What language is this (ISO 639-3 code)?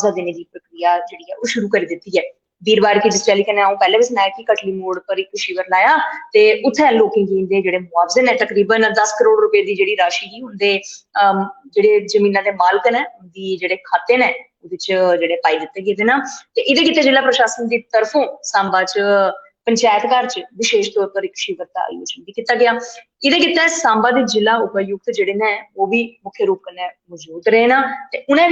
doi